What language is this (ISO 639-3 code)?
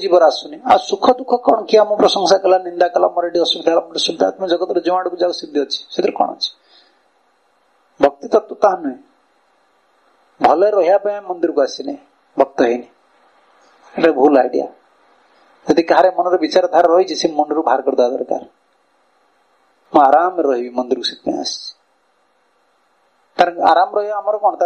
ori